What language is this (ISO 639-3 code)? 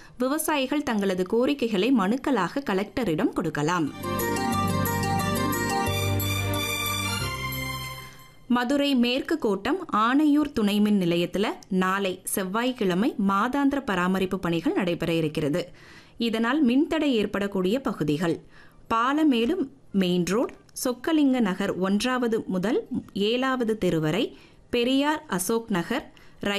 tam